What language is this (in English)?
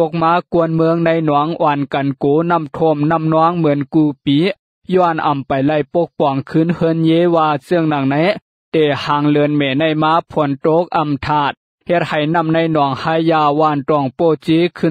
Lao